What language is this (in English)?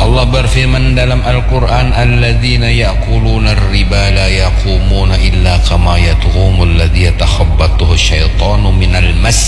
Banjar